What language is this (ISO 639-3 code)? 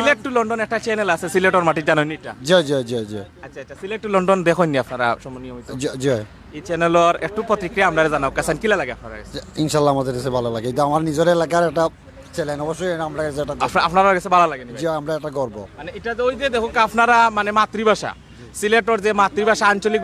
syl